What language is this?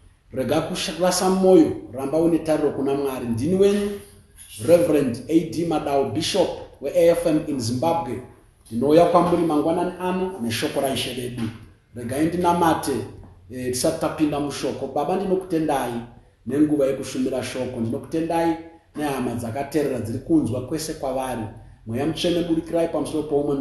Shona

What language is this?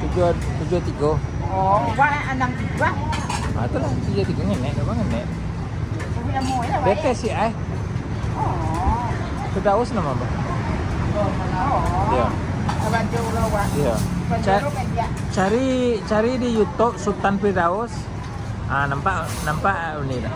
Minangkabau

